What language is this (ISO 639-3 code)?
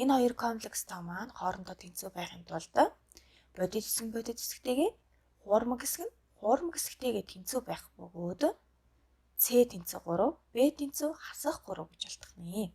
mon